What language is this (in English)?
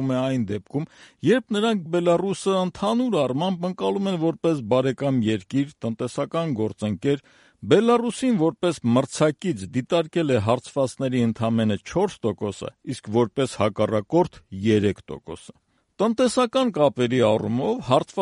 Armenian